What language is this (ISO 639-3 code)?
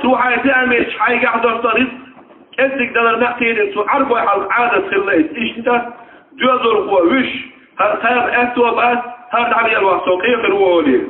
che